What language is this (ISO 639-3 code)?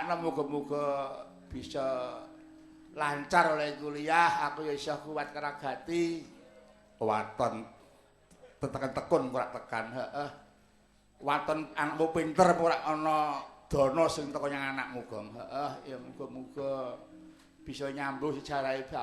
jav